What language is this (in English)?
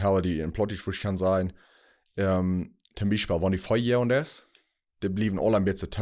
Plautdietsch